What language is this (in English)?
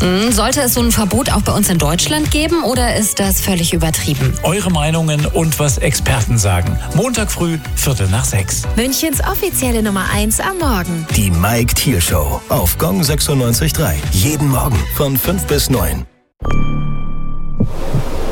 German